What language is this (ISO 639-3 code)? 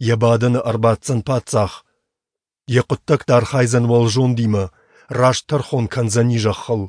oss